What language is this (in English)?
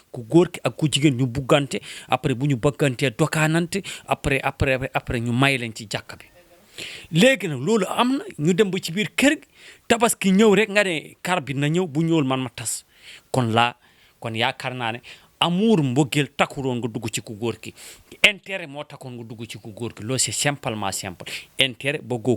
Wolof